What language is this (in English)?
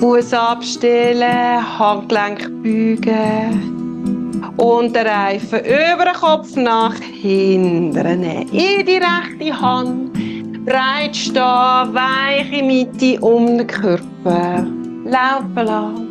Swiss German